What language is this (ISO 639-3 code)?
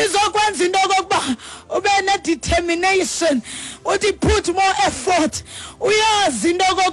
xho